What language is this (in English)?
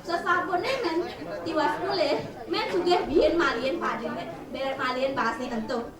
Balinese